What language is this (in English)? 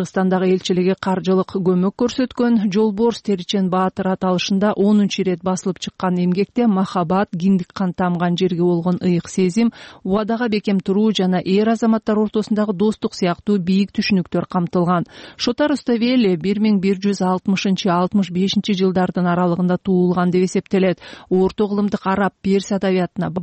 Kyrgyz